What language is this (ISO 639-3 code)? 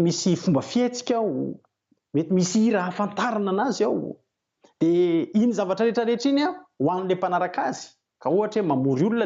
mlg